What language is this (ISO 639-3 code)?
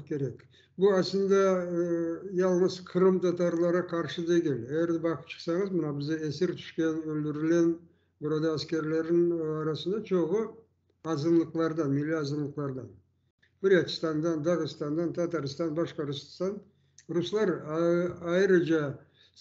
crh